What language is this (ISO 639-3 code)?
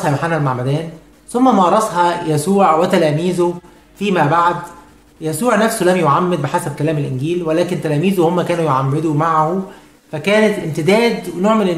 arz